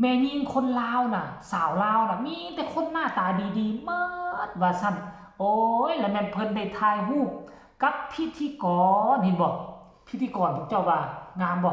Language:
Northeastern Thai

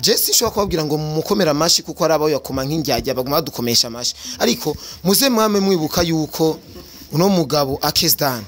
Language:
Rundi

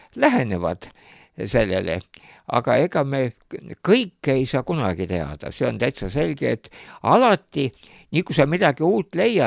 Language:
Estonian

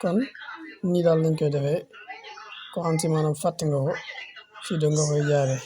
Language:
Wolof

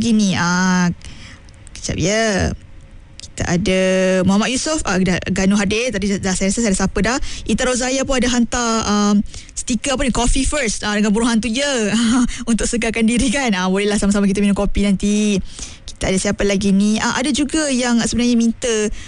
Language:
Malay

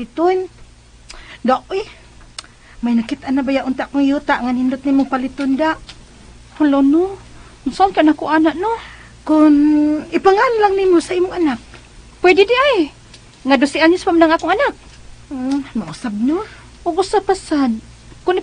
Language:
Cebuano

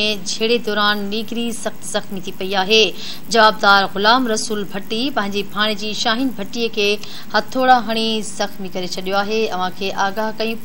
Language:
Sindhi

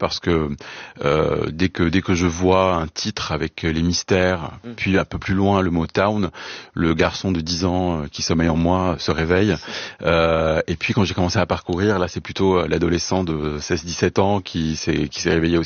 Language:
French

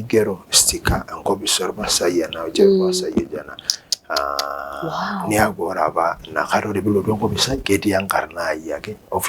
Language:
Masai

